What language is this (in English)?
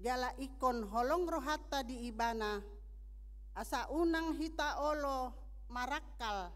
Batak Toba